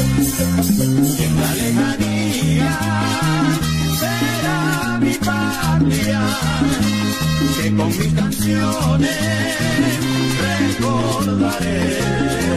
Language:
Spanish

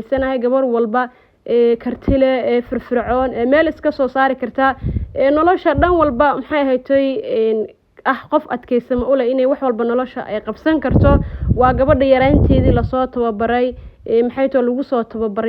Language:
Somali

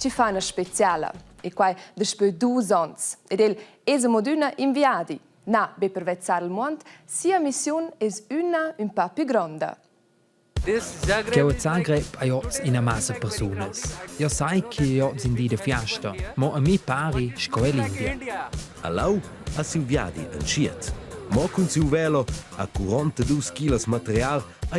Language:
Romansh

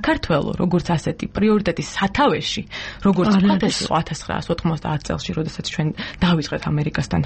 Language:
Georgian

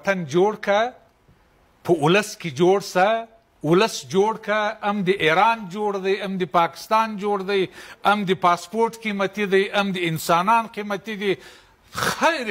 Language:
Pashto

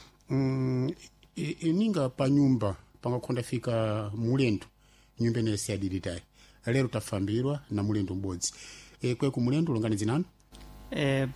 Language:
Sena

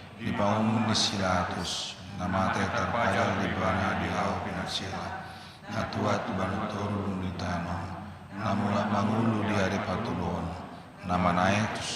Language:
Batak Toba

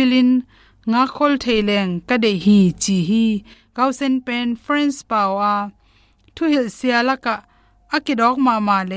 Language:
Tedim Chin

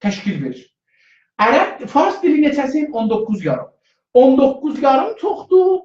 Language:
South Azerbaijani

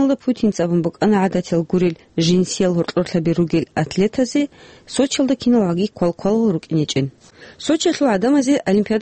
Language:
Avaric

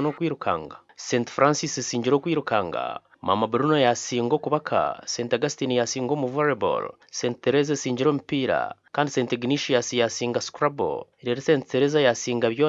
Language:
Nyankole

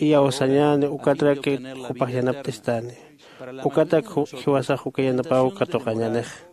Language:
Aymara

